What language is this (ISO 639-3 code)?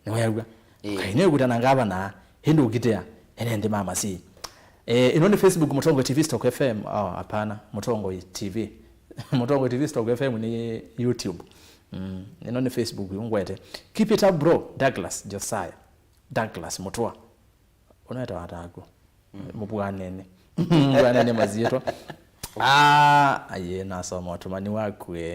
kam